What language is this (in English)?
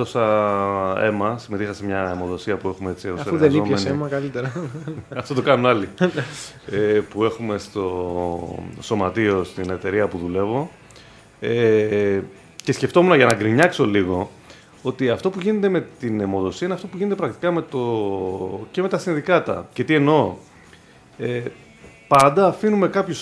Greek